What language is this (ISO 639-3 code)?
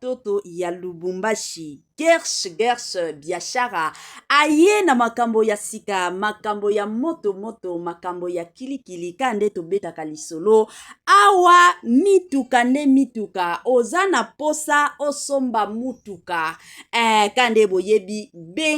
lin